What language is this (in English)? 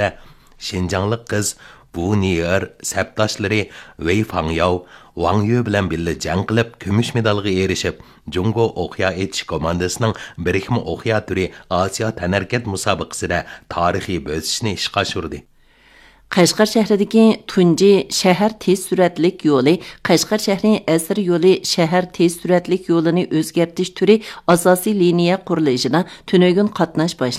Uyghur